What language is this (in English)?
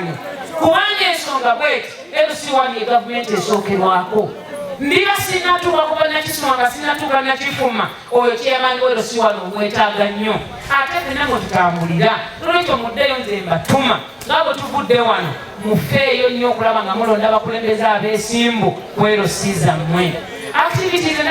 Ganda